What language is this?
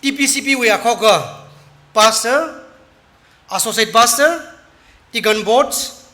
Tangkhul Naga (India)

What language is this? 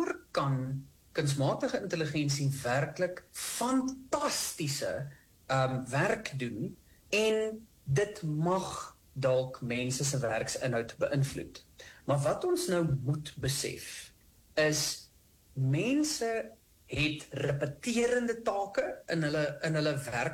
Afrikaans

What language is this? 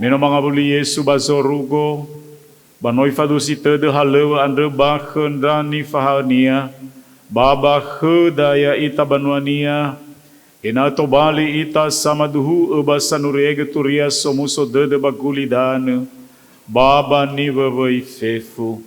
Nias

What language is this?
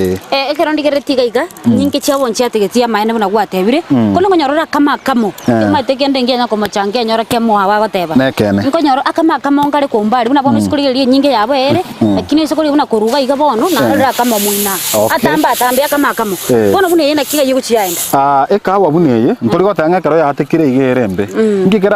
Gusii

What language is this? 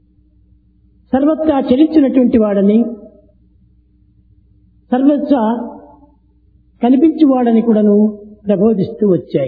Telugu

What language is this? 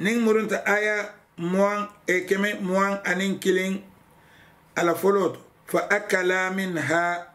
Mandingo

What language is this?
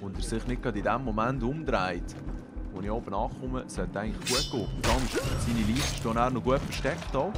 Swiss German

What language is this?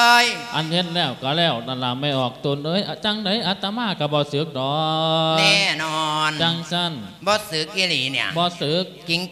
Lao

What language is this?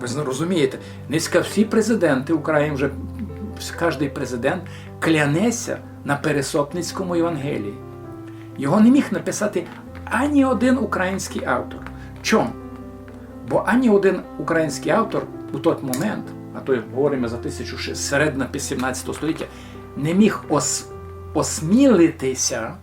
Rusyn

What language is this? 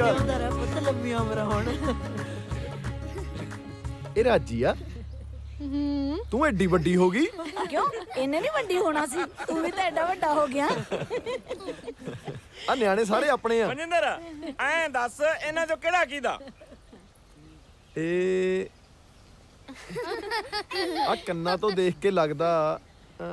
Punjabi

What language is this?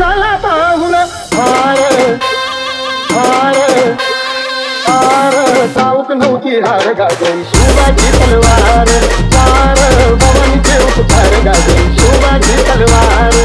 Marathi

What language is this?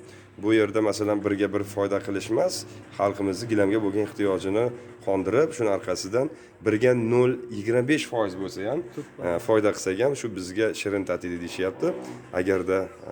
Uzbek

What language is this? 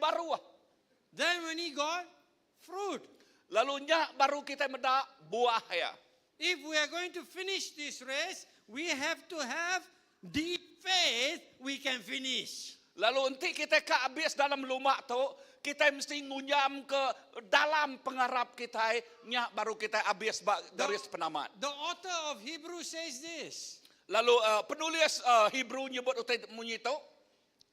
Iban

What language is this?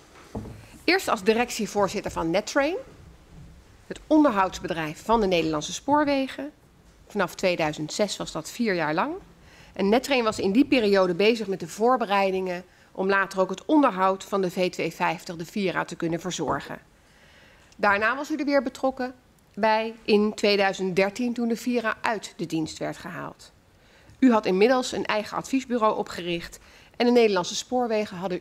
Dutch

